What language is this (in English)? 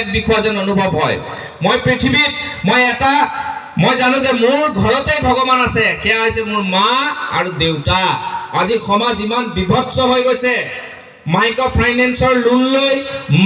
Assamese